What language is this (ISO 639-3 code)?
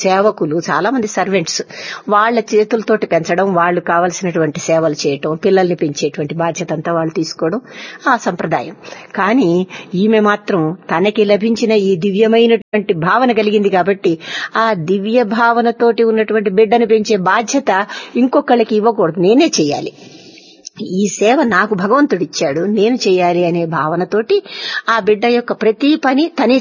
tel